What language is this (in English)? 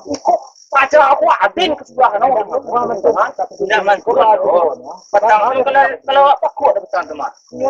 Minangkabau